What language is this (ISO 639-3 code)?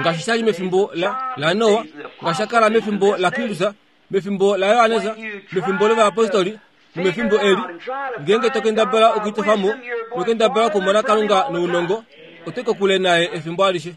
kua